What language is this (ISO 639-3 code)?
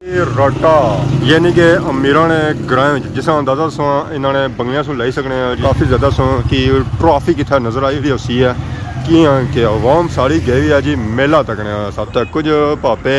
phr